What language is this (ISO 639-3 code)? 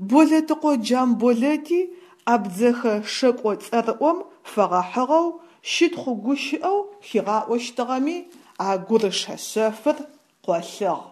ady